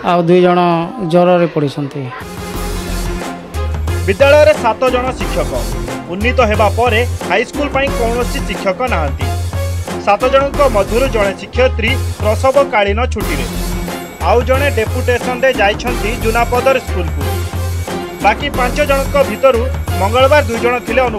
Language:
Odia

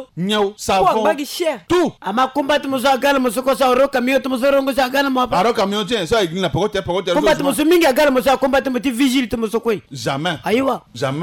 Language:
Sango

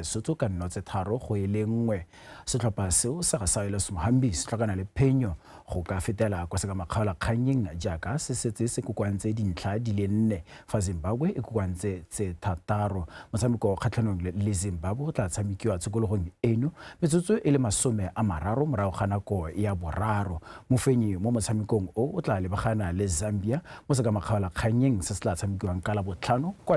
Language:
Tswana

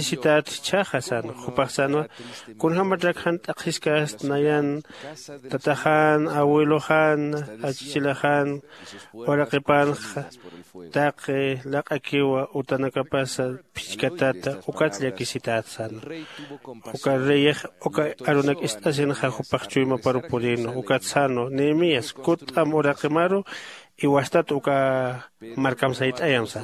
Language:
Aymara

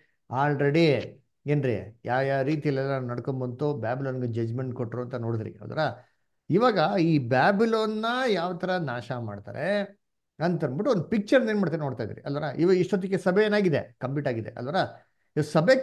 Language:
Kannada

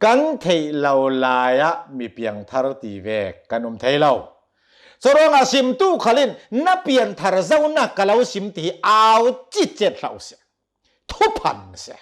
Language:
Hakha Chin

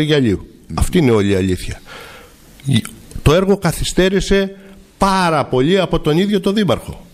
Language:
Greek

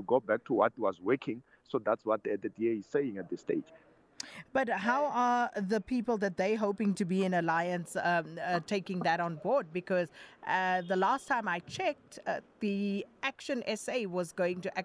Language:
English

